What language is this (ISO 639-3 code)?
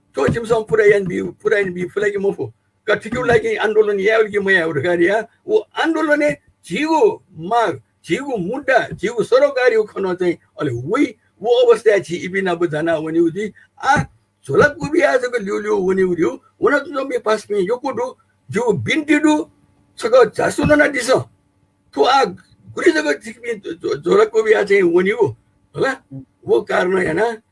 new